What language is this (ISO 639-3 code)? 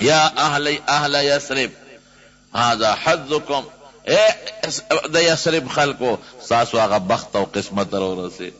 pus